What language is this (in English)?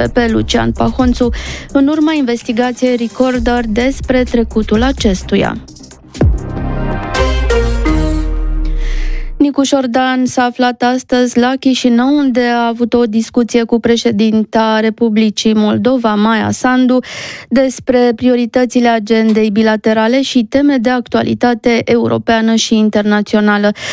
Romanian